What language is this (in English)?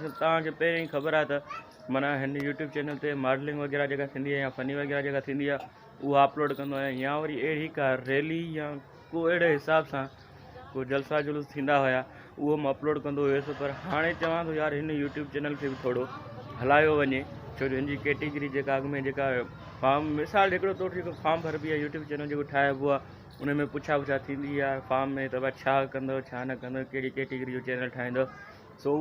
Sindhi